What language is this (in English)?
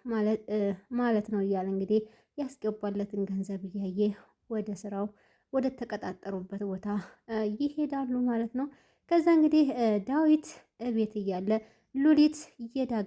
Amharic